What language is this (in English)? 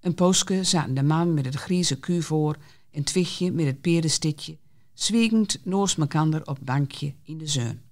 Gronings